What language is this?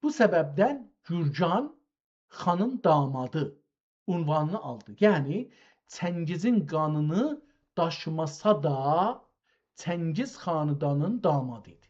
South Azerbaijani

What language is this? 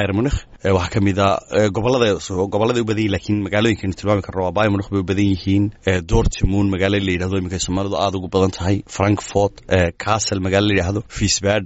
Somali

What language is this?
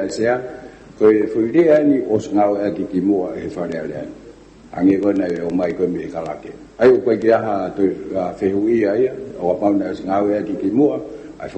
Tongan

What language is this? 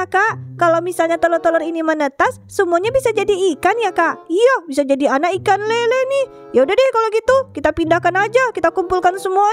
Indonesian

